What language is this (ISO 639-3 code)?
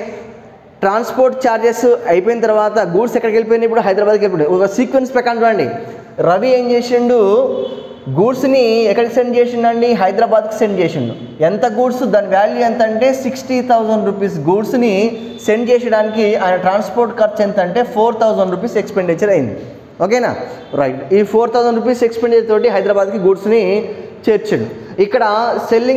tel